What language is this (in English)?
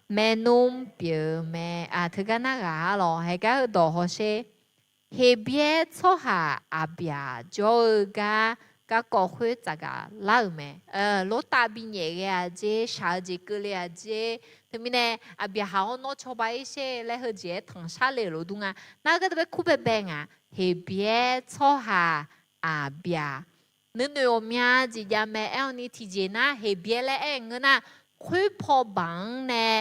Akha